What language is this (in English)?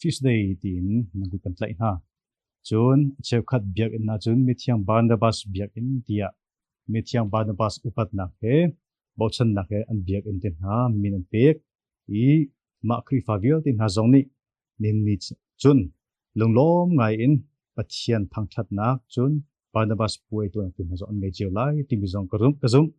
Hakha Chin